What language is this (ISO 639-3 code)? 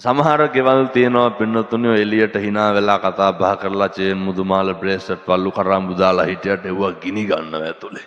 sin